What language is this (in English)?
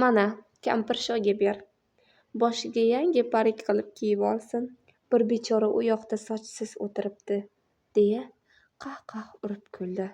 Uzbek